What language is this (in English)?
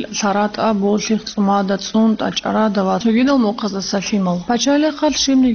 Avaric